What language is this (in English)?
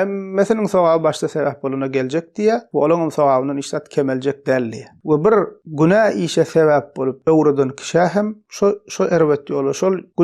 Turkmen